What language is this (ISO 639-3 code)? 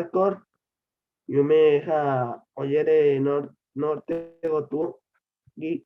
grn